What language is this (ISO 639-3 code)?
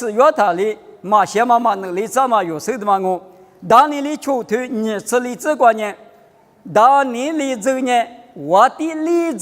lis